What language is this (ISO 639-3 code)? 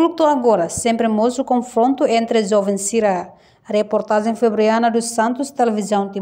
tet